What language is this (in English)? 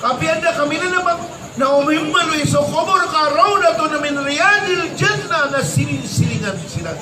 Maranao